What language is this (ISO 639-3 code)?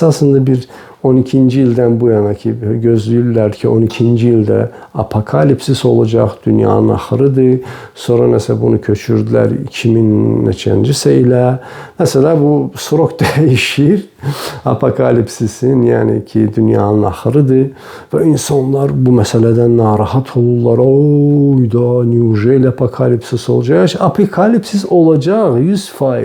aze